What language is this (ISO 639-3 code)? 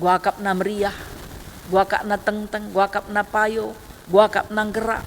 btx